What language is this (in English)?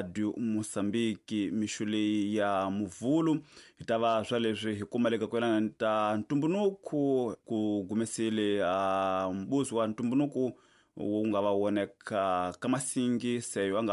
Tsonga